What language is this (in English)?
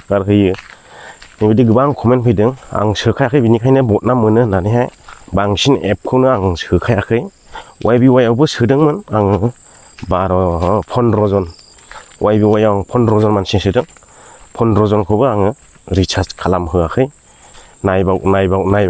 Bodo